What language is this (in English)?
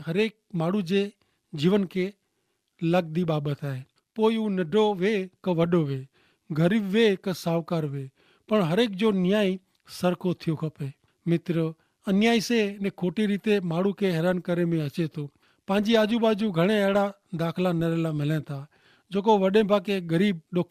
Kachhi